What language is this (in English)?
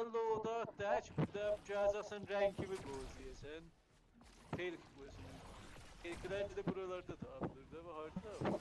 South Azerbaijani